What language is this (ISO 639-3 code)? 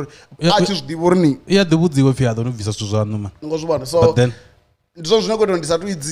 ven